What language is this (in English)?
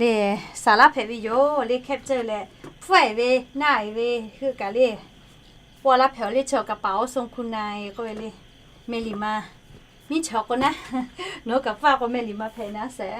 Lahu